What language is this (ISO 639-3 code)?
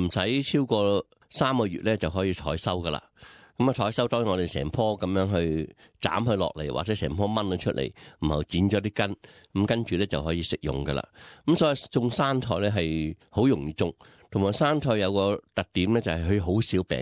yue